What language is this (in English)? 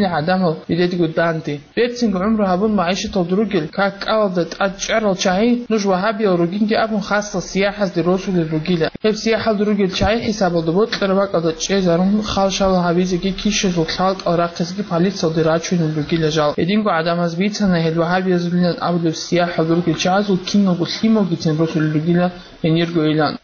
Avaric